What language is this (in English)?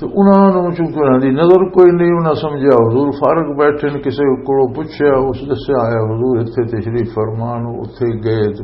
Western Panjabi